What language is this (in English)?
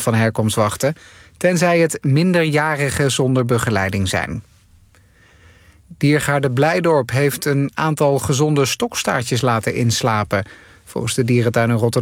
Dutch